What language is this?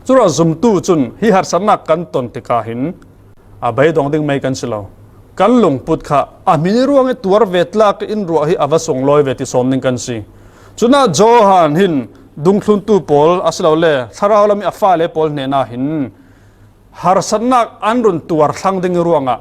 Falam Chin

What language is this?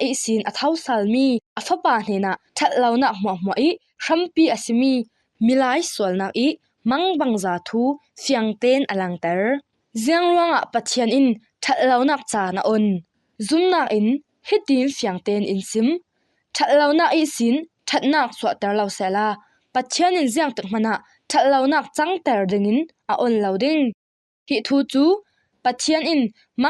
Falam Chin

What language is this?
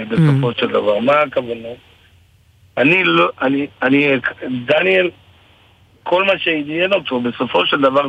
Hebrew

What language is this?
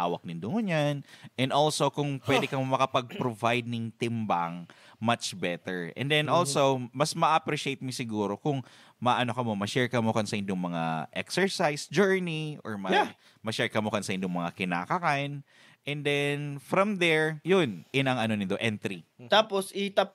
Bikol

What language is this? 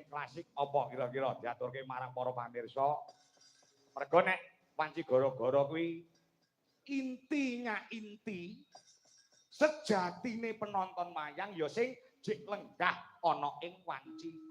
Javanese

